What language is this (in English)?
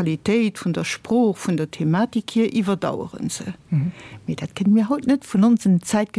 Luxembourgish